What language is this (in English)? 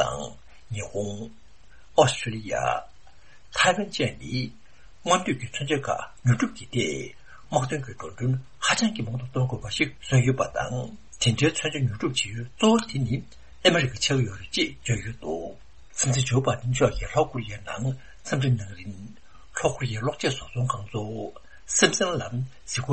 Tibetan